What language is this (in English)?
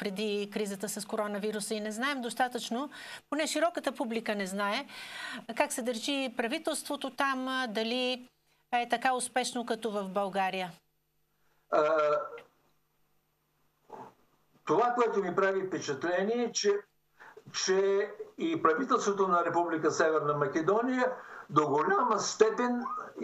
Bulgarian